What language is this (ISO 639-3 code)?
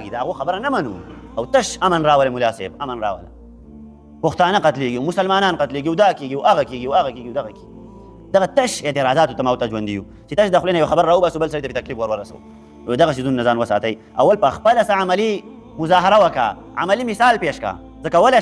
pus